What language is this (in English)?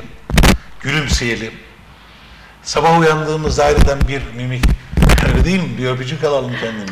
Turkish